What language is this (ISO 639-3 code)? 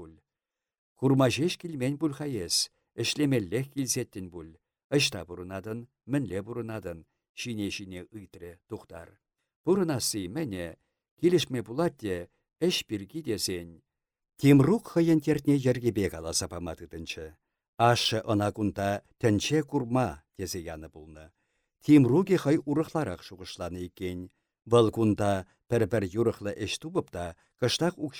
chv